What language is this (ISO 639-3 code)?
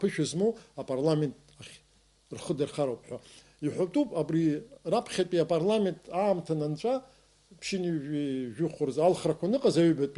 abk